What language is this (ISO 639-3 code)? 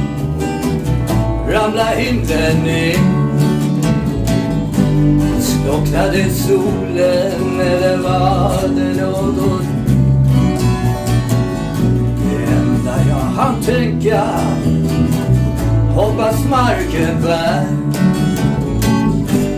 swe